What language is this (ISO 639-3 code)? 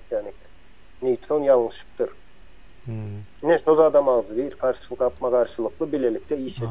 tuk